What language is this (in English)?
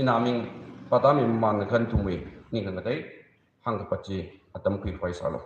Tangkhul Naga (India)